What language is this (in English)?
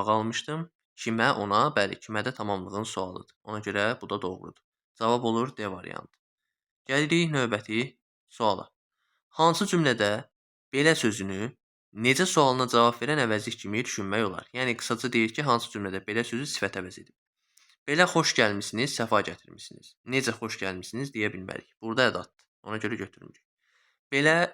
Azerbaijani